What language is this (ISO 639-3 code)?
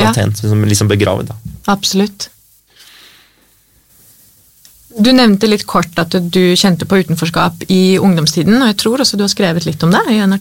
nor